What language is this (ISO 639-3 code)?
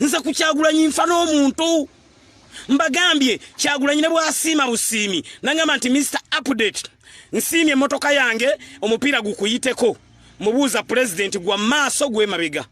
lug